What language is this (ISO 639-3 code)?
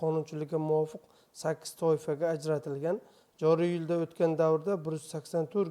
uzb